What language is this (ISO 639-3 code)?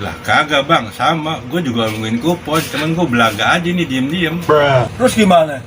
bew